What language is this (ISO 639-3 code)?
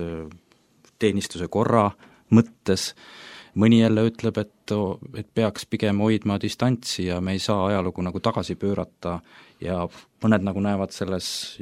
est